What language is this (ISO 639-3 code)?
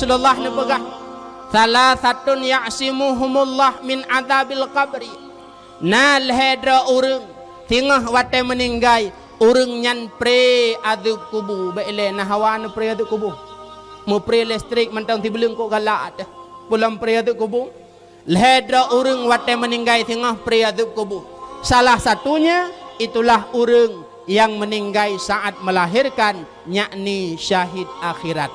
ace